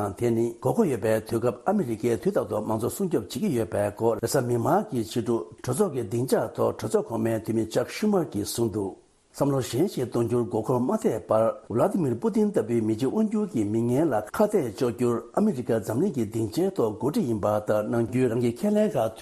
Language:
Tibetan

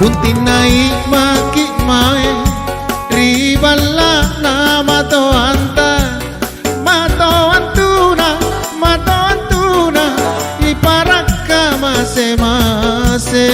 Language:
Makasar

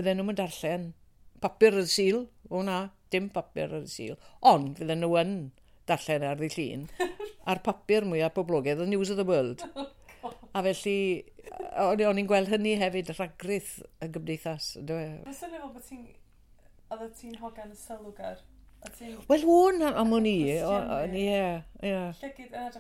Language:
Welsh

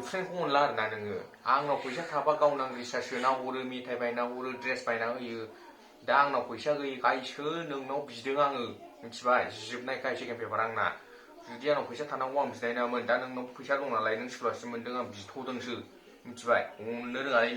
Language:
Bodo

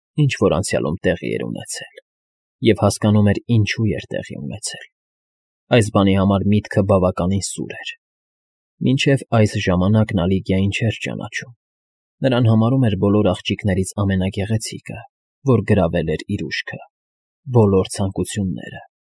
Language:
Armenian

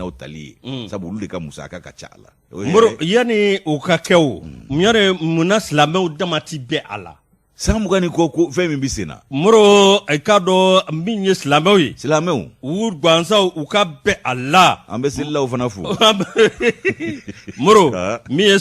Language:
Bambara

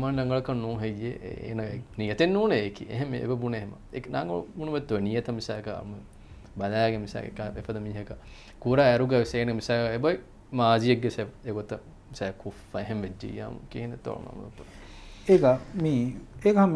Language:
Divehi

